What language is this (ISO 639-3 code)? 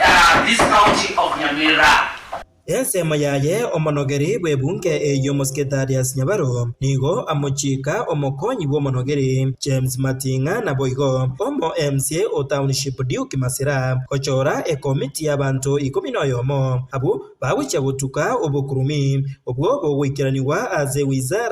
guz